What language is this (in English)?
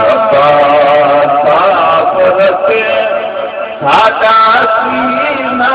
Saraiki